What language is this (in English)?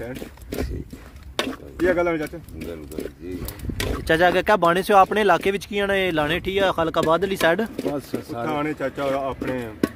Pahari-Potwari